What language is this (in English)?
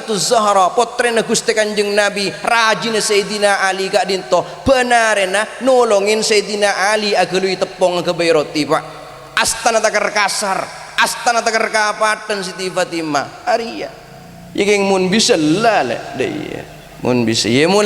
Madurese